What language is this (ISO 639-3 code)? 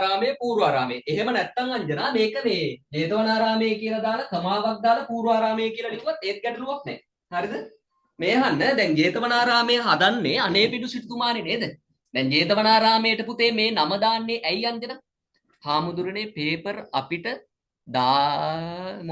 sin